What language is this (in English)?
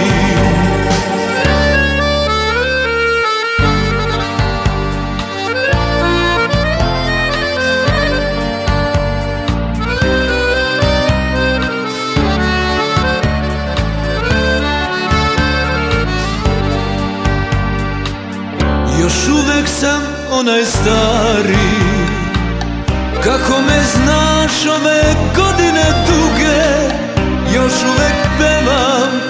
Serbian